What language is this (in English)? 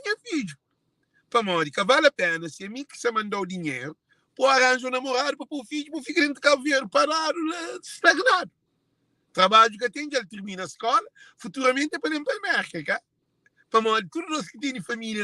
Kabuverdianu